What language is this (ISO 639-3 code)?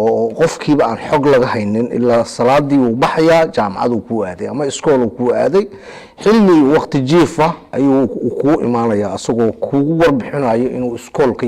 som